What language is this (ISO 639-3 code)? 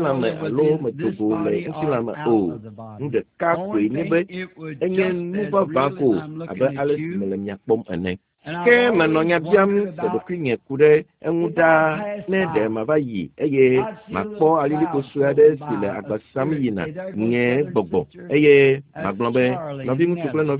ewe